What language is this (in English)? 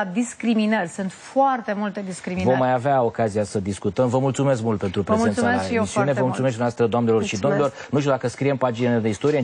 Romanian